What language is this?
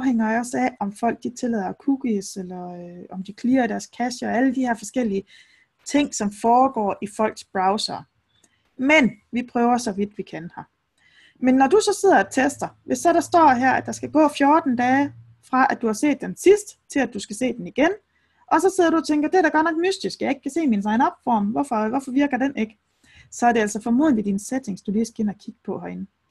Danish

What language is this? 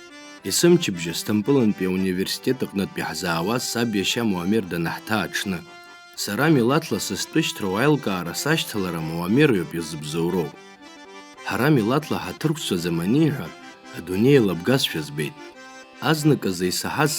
Abkhazian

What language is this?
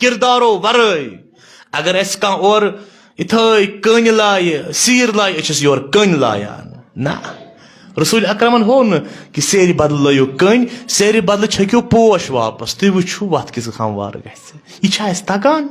Kashmiri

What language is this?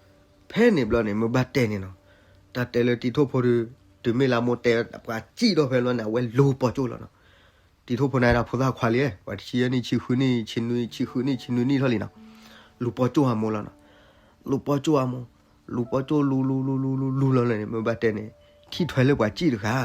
S'gaw Karen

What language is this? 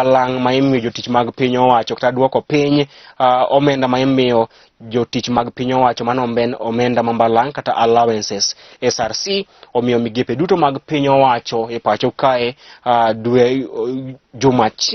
Luo (Kenya and Tanzania)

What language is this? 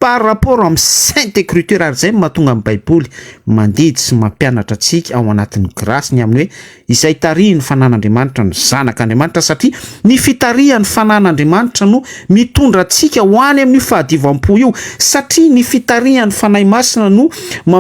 Malagasy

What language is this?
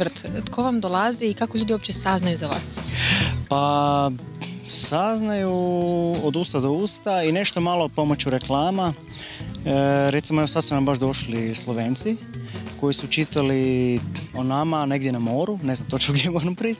Croatian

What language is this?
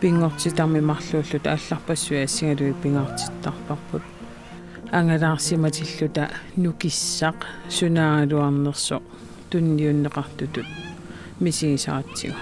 Kalaallisut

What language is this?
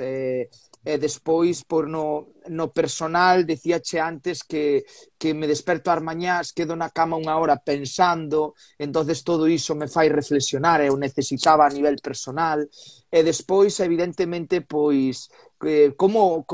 Galician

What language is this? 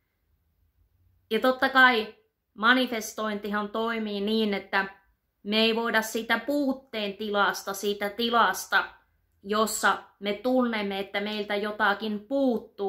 Finnish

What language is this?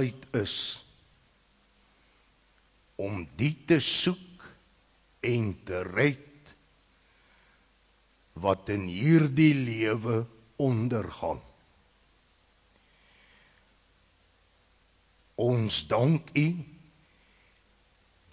Afrikaans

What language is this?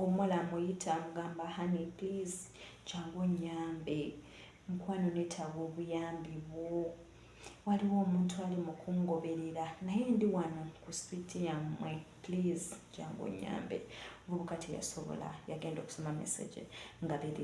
Ganda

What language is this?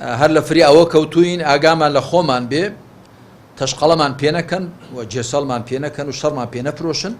Central Kurdish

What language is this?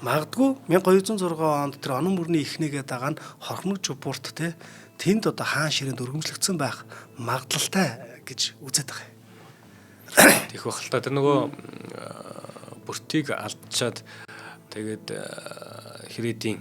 Mongolian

